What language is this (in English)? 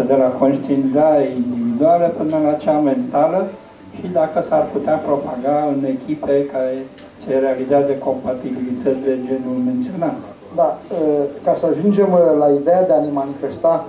Romanian